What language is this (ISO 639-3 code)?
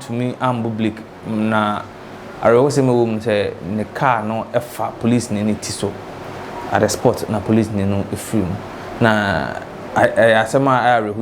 aka